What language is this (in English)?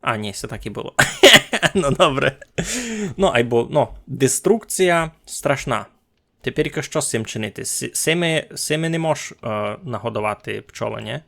Rusyn